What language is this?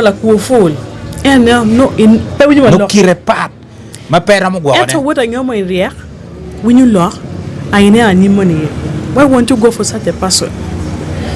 Acoli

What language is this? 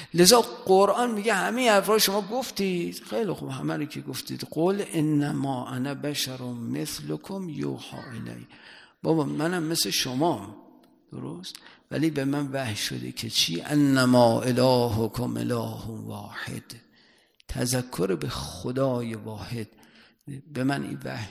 Persian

